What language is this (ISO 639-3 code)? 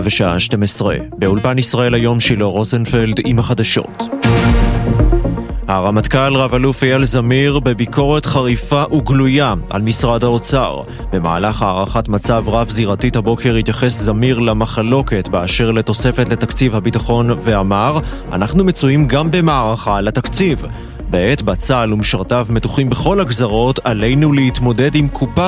heb